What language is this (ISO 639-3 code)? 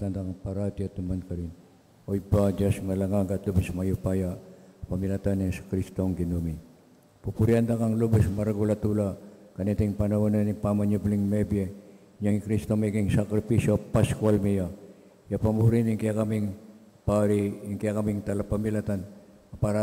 pam